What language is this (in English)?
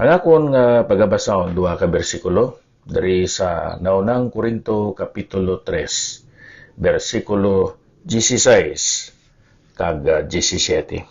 Hiligaynon